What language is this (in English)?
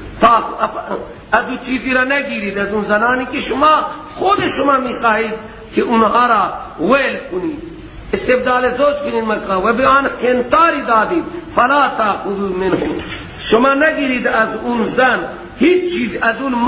Persian